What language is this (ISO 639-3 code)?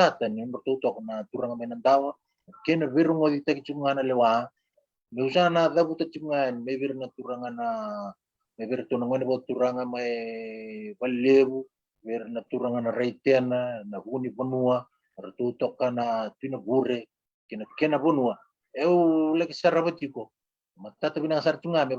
fij